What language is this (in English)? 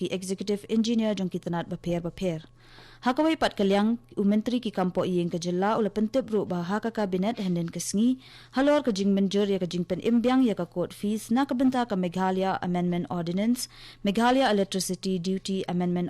Khasi